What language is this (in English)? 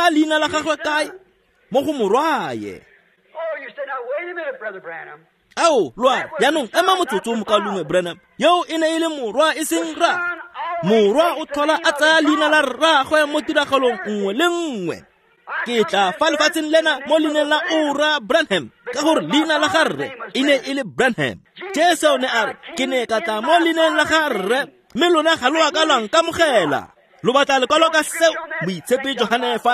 Tswana